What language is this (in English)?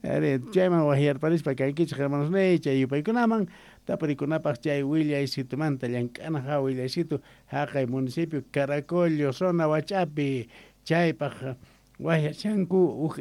South Bolivian Quechua